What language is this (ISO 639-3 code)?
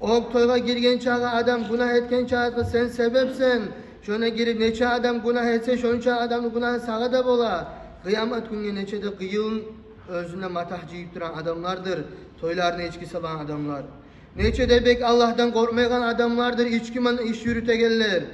kum